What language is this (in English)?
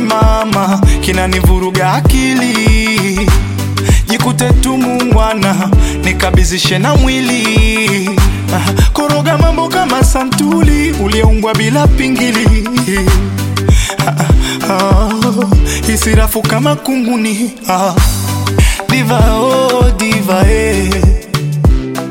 Swahili